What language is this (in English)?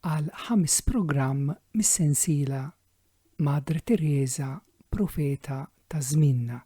Maltese